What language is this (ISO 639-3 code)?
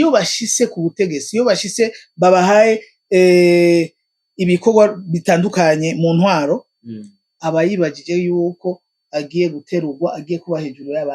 run